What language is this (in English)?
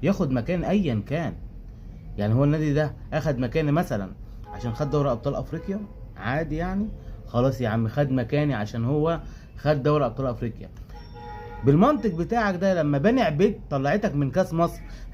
Egyptian Arabic